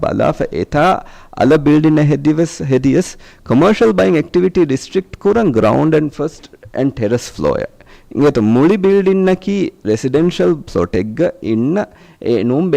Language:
Divehi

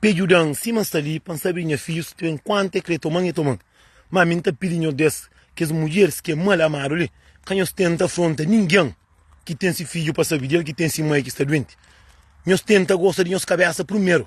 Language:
Kabuverdianu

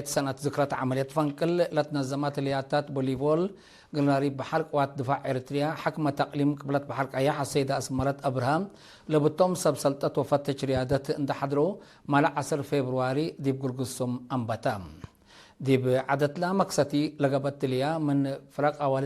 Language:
Tigre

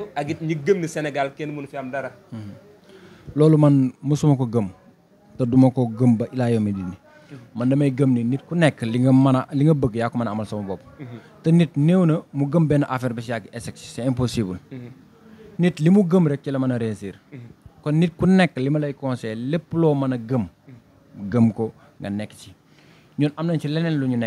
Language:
Wolof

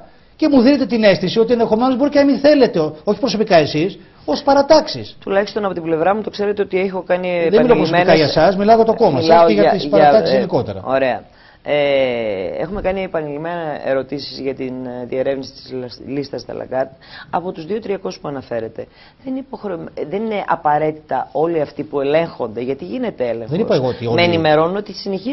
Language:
Greek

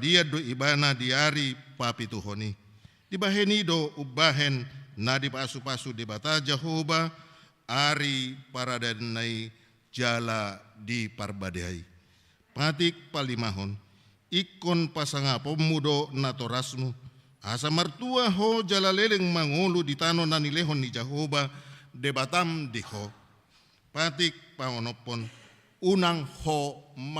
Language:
Batak Toba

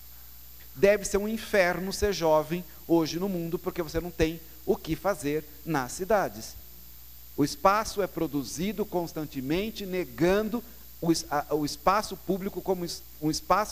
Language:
Portuguese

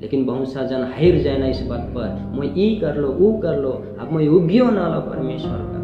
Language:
Sadri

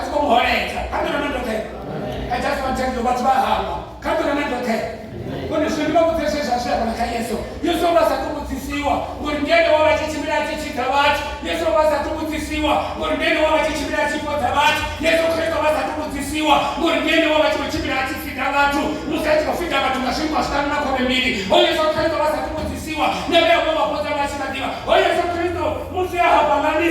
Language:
Venda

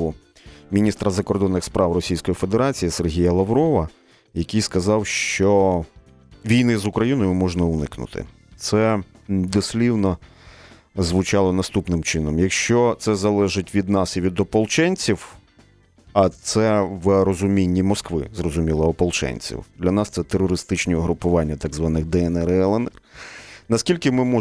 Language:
Ukrainian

